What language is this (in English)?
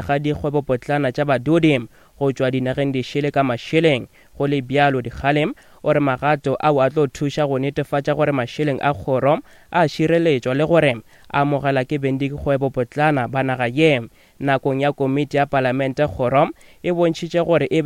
Northern Sotho